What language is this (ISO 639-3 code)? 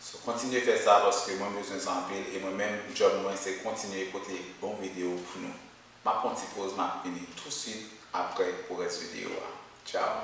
hat